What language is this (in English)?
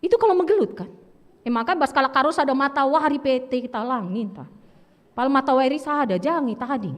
Batak Karo